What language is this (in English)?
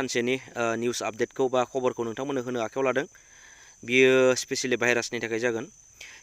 Bodo